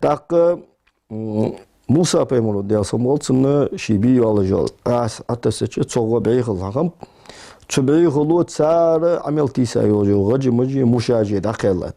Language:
Ingush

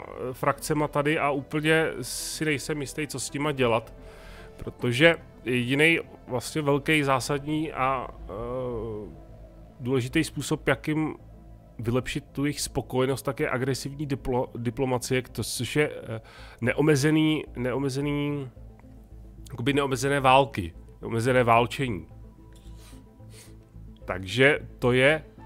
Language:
Czech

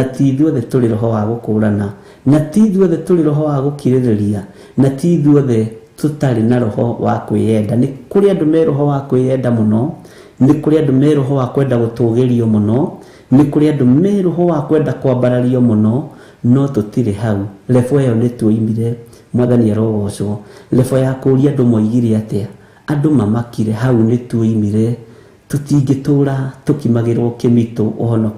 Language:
Kikuyu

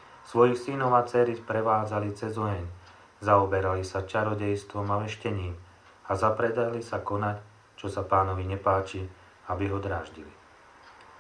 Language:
Slovak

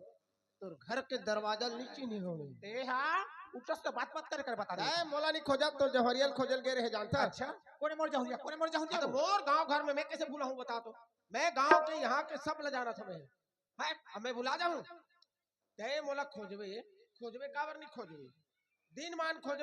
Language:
Chhattisgarhi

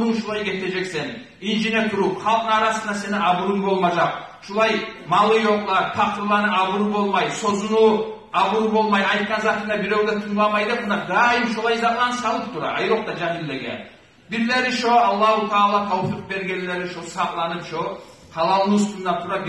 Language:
Kumyk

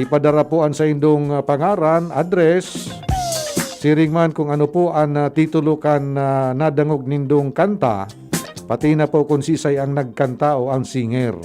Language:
Bikol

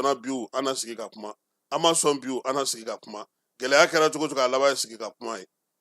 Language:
Bambara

